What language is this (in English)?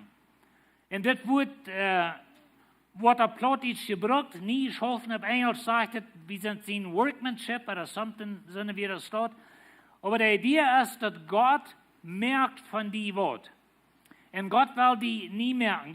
Plautdietsch